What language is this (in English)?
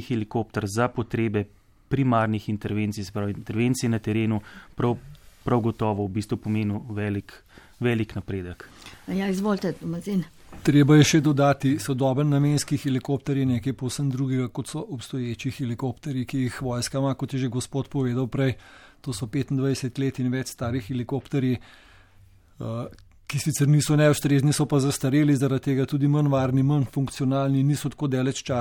Slovenian